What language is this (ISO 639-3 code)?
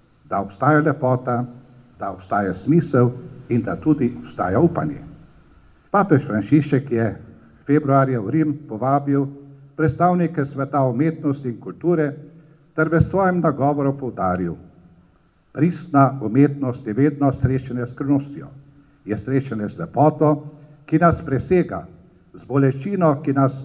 slv